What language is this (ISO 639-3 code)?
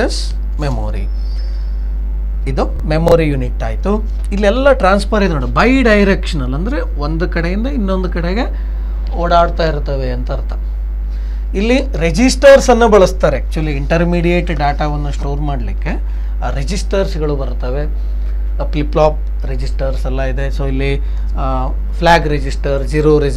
kan